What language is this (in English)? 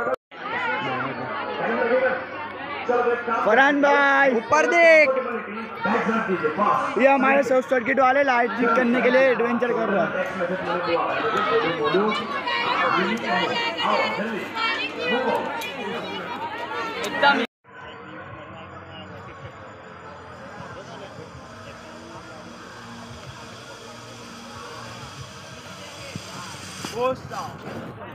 Hindi